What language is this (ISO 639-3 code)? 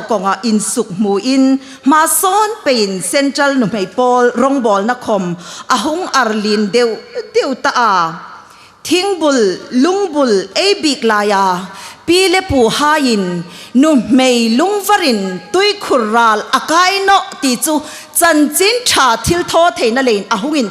hmr